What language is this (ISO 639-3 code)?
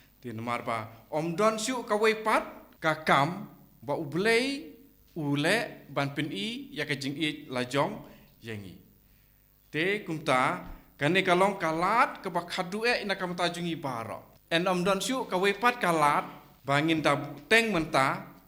kha